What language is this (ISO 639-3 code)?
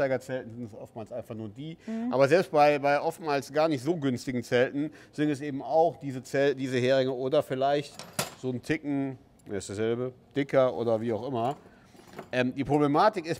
deu